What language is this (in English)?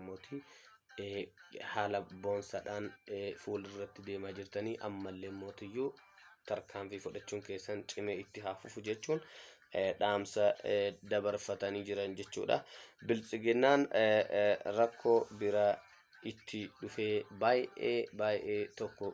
Oromo